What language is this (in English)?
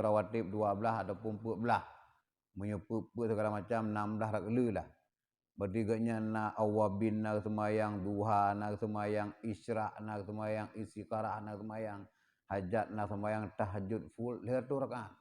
Achinese